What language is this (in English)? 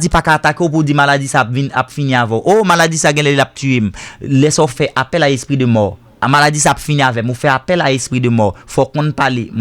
Haitian Creole